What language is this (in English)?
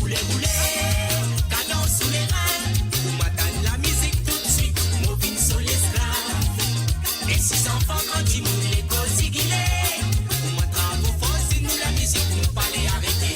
Morisyen